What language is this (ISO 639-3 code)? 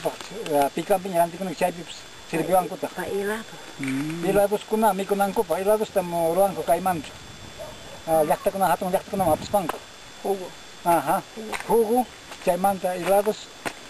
quy